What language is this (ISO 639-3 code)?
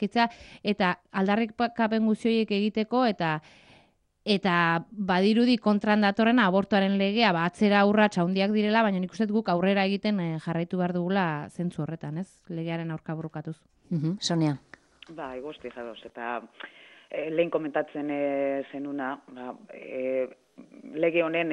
eus